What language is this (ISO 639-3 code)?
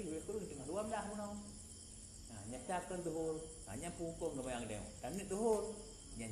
ace